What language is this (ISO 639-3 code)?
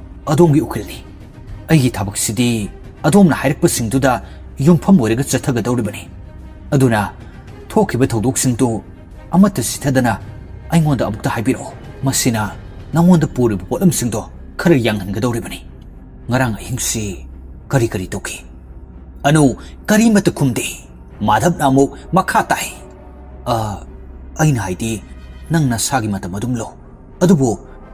mni